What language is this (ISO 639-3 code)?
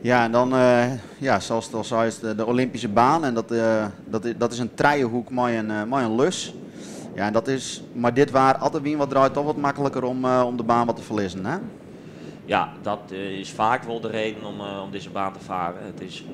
fry